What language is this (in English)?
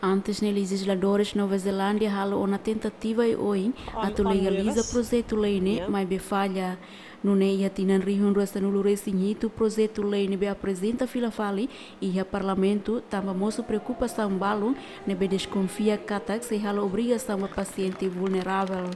Tetum